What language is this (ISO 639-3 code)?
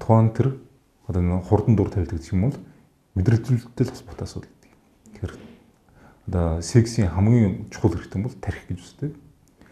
mon